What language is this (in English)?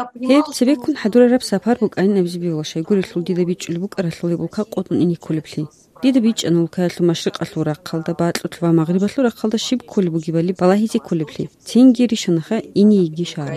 Avaric